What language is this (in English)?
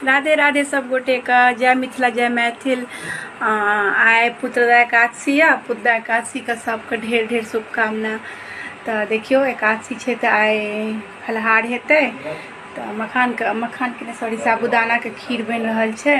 Maithili